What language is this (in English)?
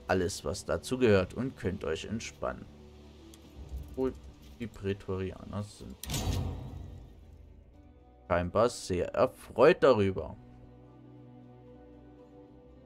German